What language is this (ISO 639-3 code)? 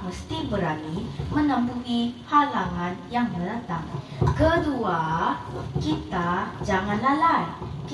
msa